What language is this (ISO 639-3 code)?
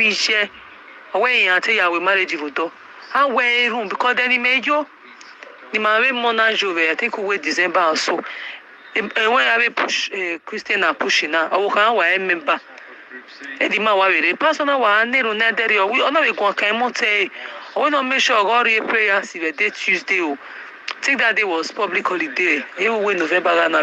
pcm